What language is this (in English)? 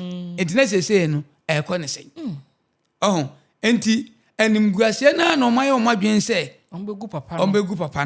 Akan